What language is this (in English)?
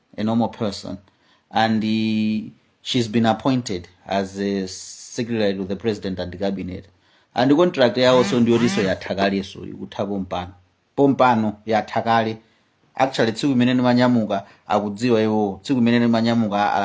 Nyanja